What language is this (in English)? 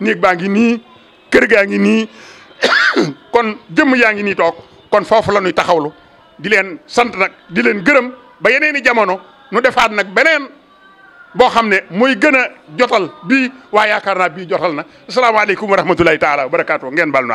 Wolof